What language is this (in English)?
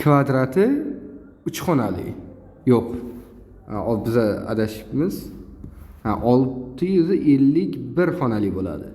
Uzbek